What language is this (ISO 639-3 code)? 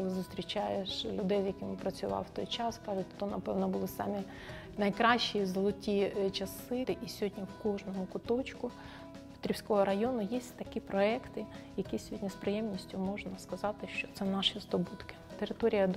ukr